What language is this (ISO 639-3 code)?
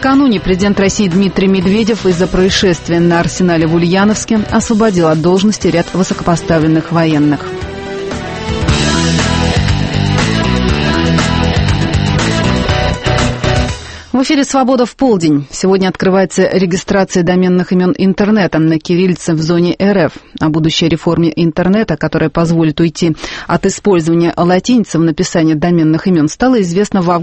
rus